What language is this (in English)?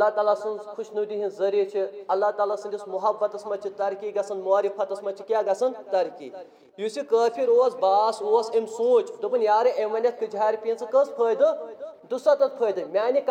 Kashmiri